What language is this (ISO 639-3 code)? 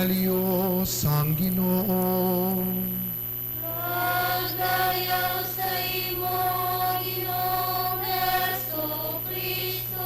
hil